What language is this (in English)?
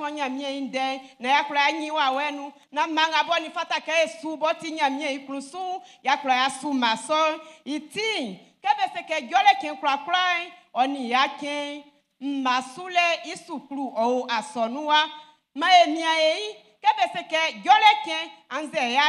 Baoulé